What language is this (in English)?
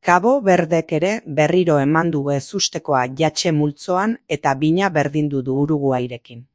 Basque